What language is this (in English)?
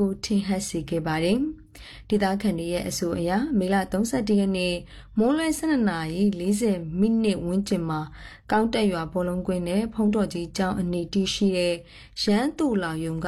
Burmese